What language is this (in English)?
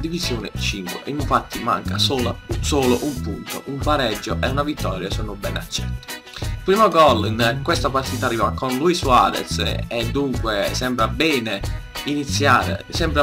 Italian